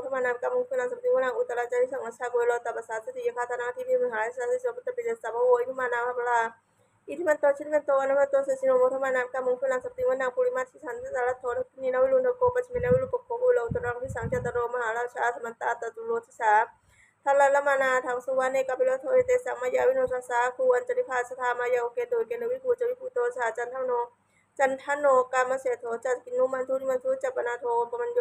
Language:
Pali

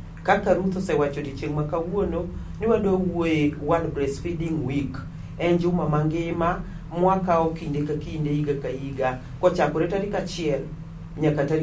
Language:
Luo (Kenya and Tanzania)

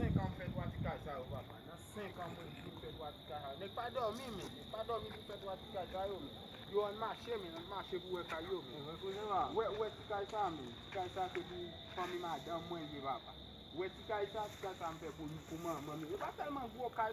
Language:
Haitian Creole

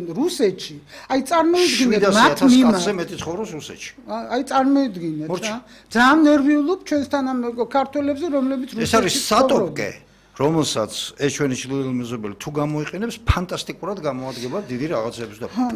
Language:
Georgian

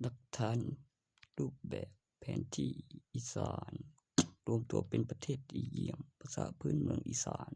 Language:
Lao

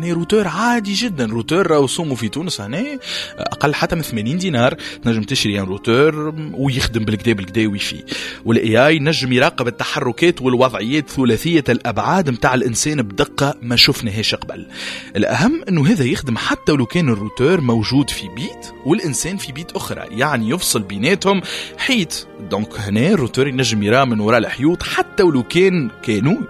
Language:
Tunisian Arabic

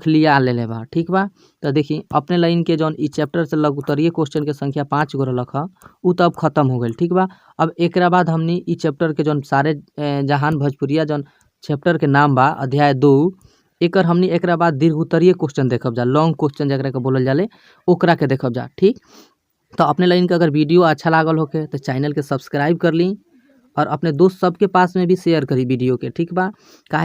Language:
Bhojpuri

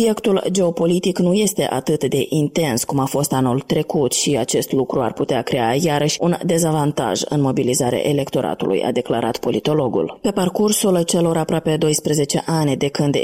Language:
Romanian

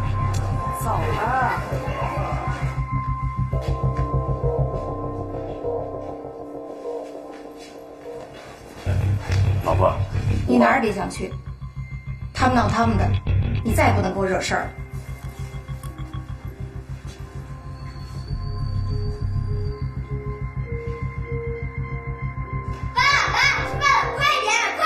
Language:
Chinese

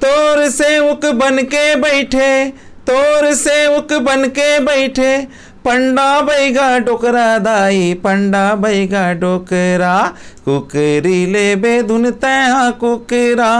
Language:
Chhattisgarhi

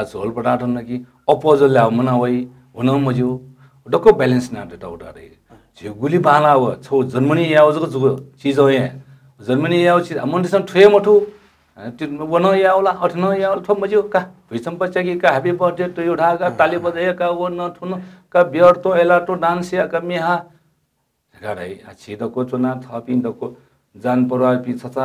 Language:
Newari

